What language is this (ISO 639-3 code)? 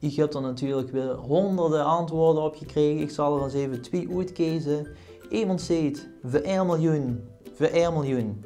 lim